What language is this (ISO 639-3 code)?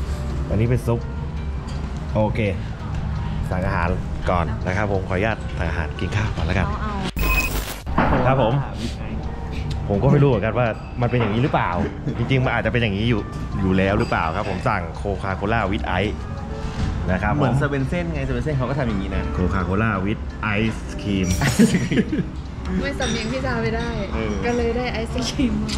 tha